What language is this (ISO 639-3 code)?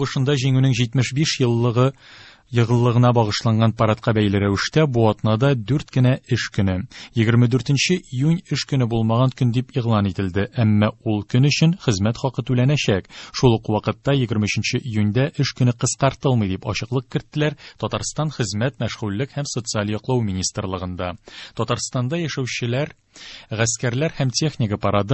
tat